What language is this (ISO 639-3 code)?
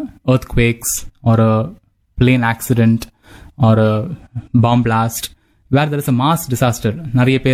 tam